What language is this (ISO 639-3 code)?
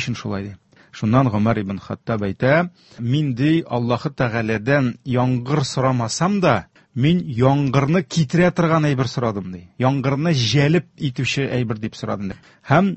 tat